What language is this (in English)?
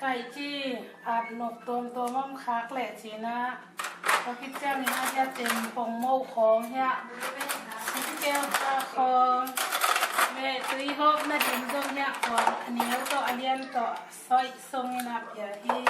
Tedim Chin